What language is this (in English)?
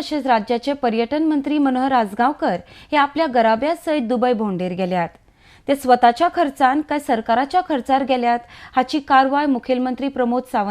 Konkani